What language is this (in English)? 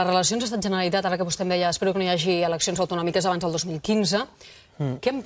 Catalan